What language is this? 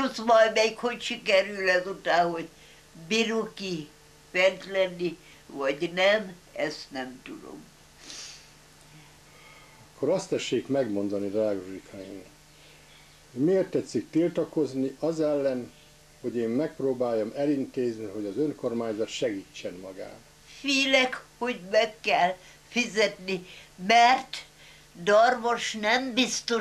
Hungarian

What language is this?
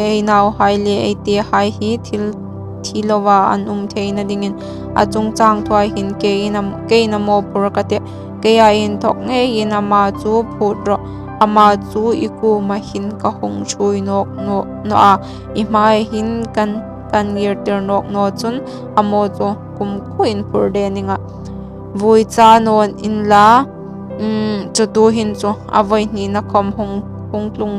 Hmar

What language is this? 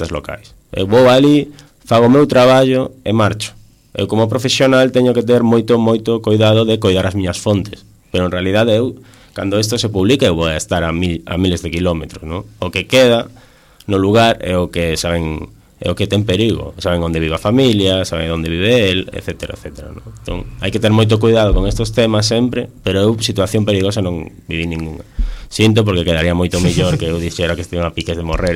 Galician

